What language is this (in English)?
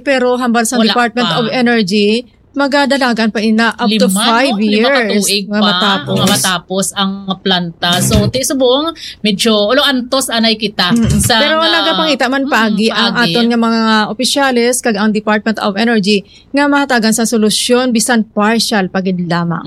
Hiligaynon